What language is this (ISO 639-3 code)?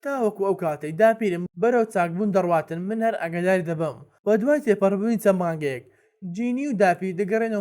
ckb